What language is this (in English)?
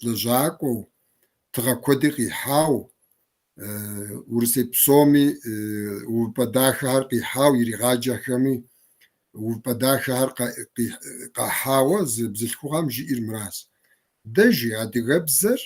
Kabardian